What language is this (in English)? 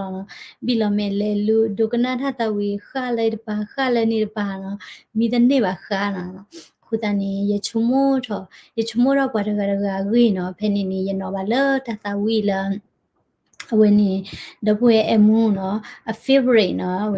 S'gaw Karen